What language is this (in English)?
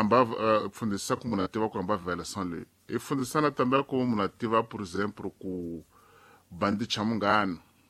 Tsonga